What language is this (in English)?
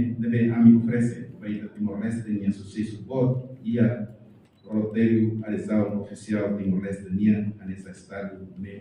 Tetum